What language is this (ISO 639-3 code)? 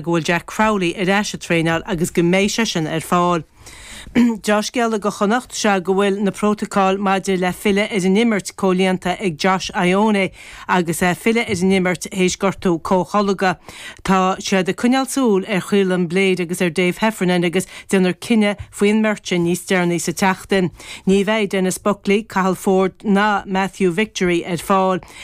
gle